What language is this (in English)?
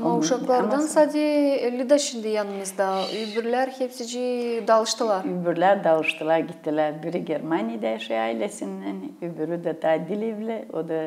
Gagauz